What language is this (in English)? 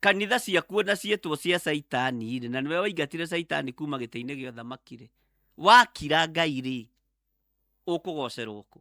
Kikuyu